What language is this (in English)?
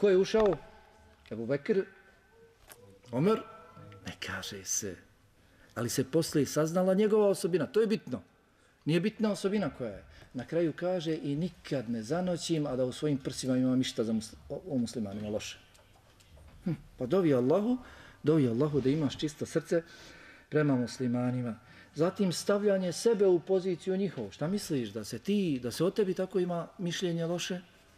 Bosnian